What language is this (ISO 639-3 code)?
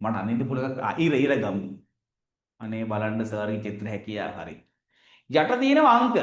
sin